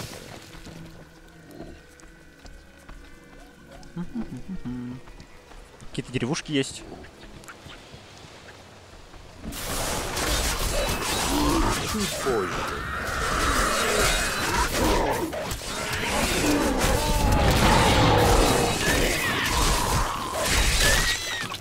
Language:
Russian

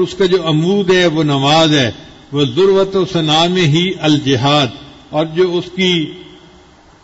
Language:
Urdu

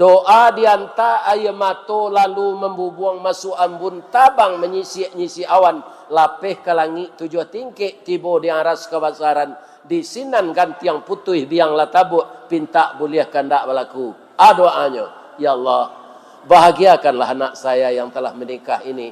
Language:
Minangkabau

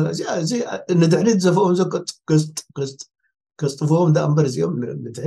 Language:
Tigrinya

